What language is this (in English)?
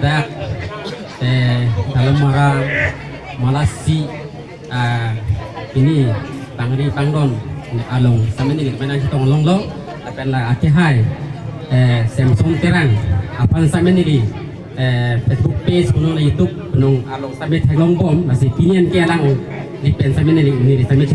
Karbi